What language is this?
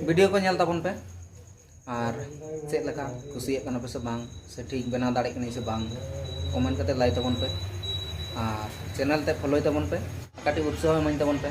Santali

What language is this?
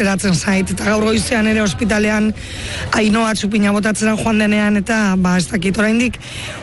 Basque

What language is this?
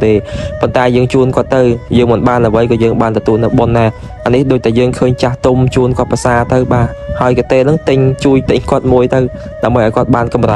Khmer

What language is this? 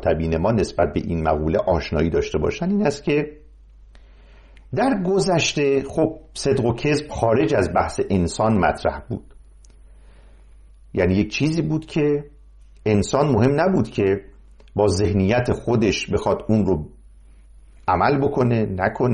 Persian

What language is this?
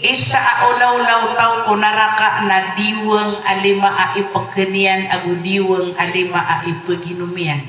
Maranao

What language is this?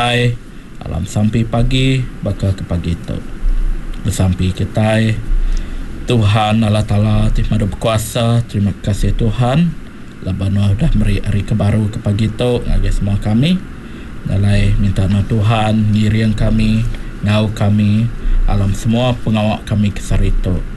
Iban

